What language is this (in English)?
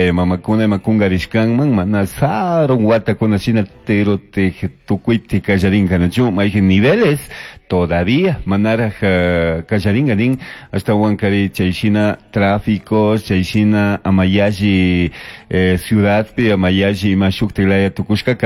Chimborazo Highland Quichua